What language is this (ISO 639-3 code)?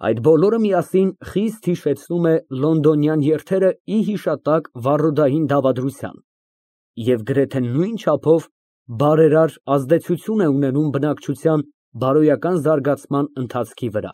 hye